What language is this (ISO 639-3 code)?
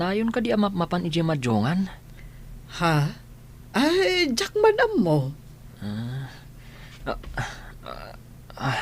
ilo